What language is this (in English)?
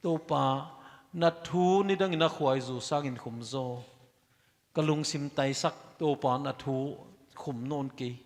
Paite Chin